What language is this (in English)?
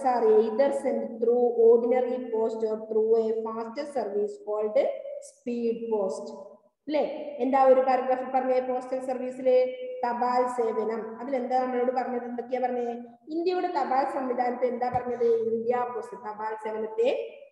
Malayalam